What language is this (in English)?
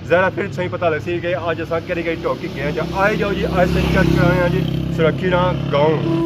Pahari-Potwari